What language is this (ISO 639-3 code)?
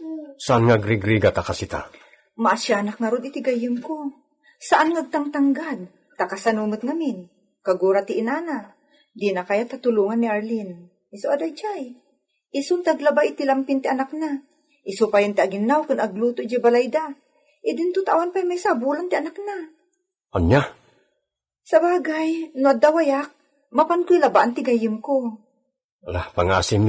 ilo